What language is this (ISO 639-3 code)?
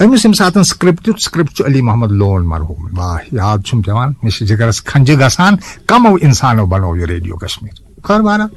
kas